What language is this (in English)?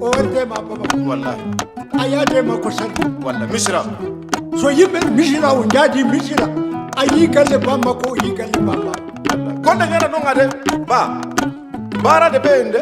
Maasina Fulfulde